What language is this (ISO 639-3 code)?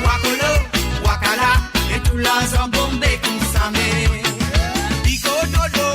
mfe